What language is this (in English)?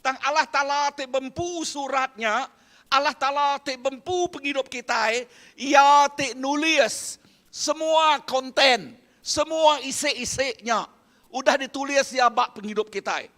Iban